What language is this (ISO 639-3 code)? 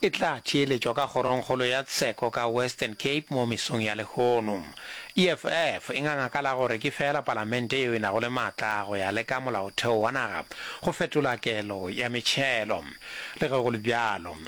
nso